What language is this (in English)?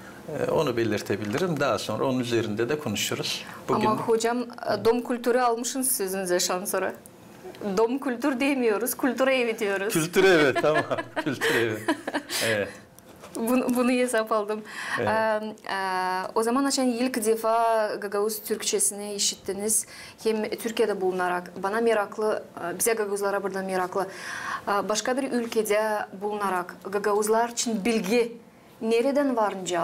Gagauz